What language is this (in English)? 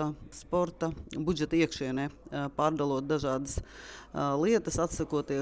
Latvian